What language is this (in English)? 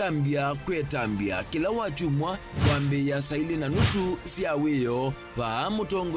Kamba